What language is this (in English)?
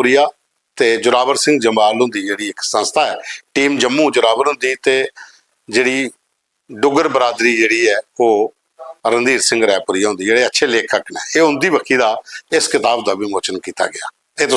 Dogri